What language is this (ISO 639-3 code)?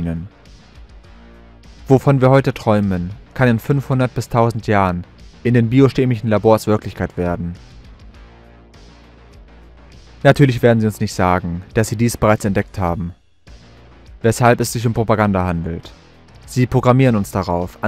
deu